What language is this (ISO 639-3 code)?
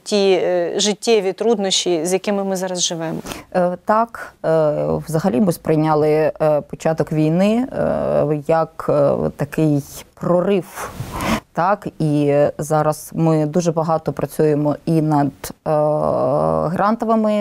ukr